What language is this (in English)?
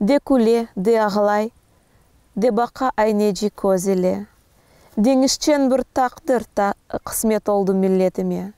Crimean Tatar